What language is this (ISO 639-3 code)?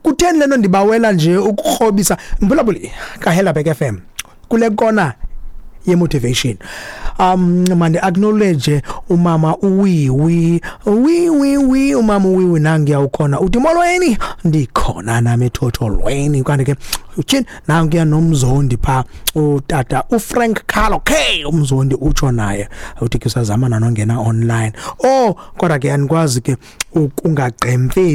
xho